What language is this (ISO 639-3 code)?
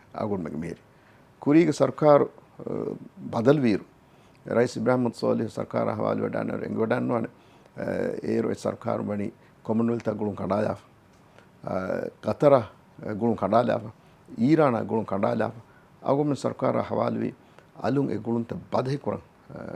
div